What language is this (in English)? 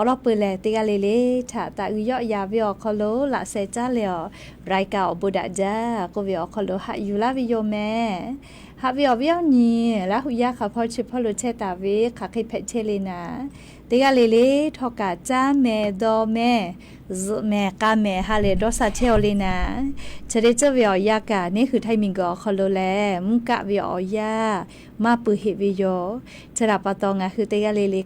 Lahu